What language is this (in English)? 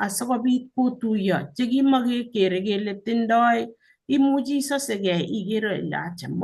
Kalenjin